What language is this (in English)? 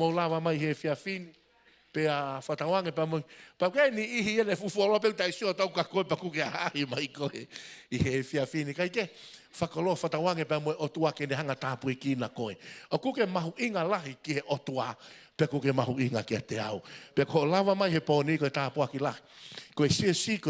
Tongan